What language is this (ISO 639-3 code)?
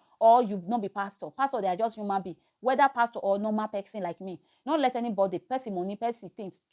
pcm